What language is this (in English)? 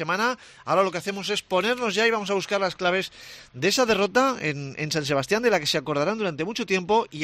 Spanish